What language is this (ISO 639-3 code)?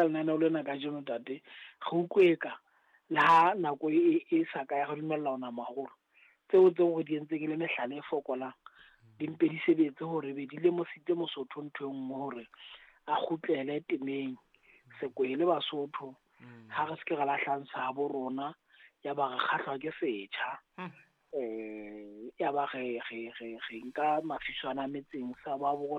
sot